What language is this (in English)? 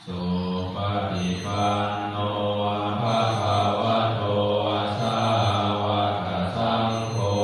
Pali